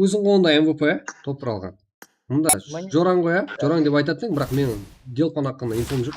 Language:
Kara-Kalpak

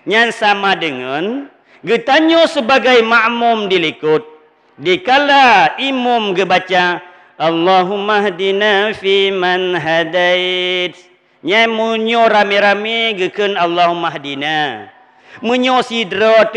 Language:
Achinese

